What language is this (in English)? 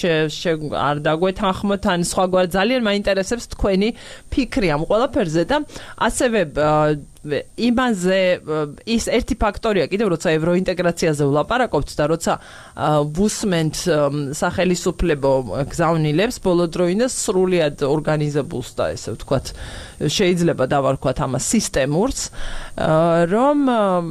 Georgian